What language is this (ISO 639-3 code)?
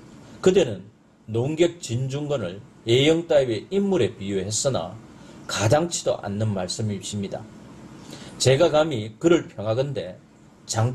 kor